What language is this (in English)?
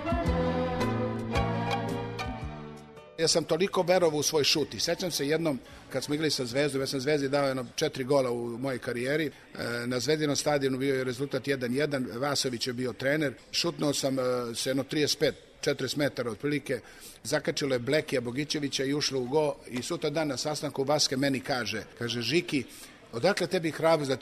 Serbian